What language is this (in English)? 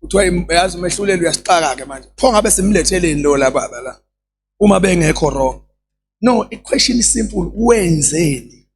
Zulu